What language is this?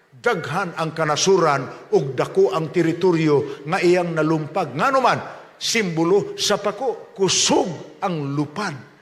Cebuano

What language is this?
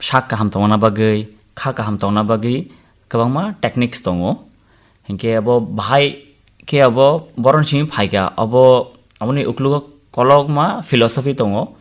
Kok Borok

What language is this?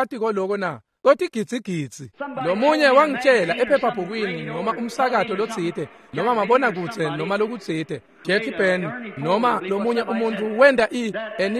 Swati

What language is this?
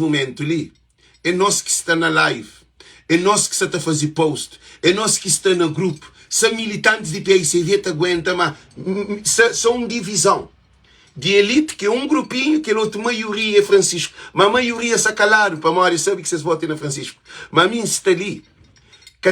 Kabuverdianu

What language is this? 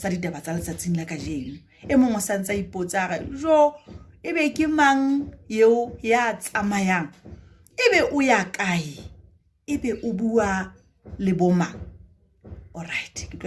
Southern Sotho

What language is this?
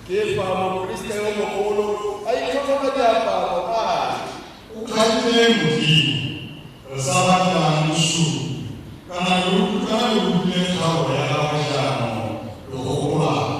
Tswana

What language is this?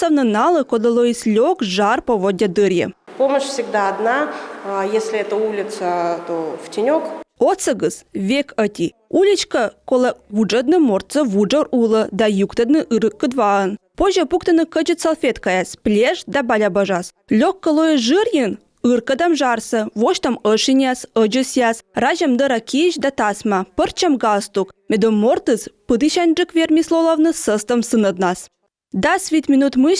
Komi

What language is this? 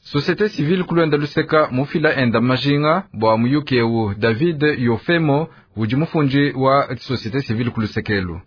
Luba-Lulua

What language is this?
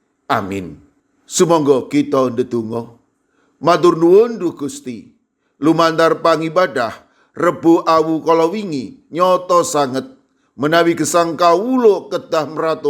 Javanese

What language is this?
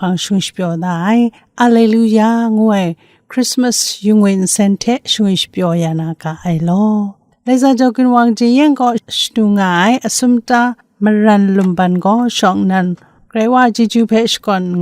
Kachin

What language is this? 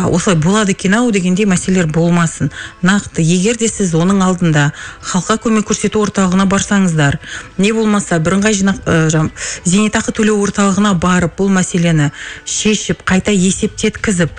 Kazakh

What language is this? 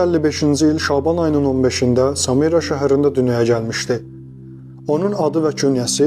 Azerbaijani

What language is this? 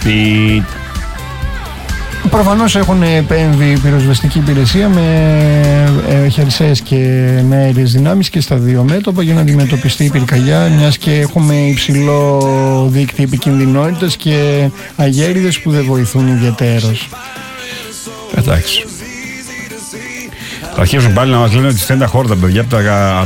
Greek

